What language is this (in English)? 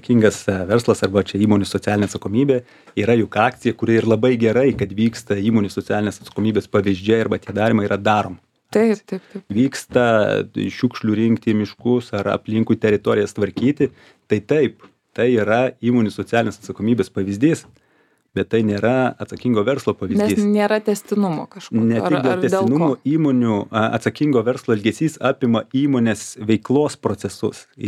Lithuanian